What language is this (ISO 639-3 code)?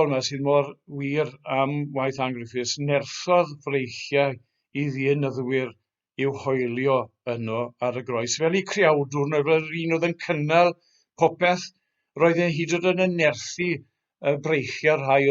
cym